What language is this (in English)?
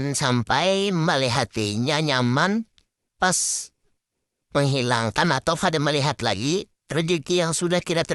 Banjar